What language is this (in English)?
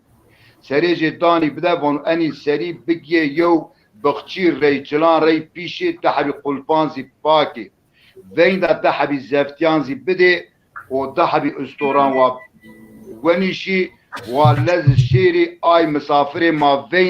Zaza